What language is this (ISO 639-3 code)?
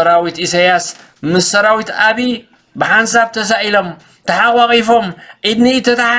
tir